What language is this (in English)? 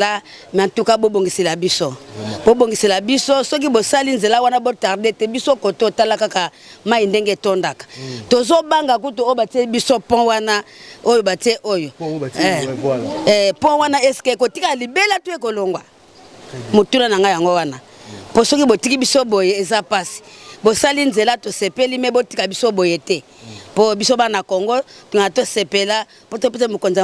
Lingala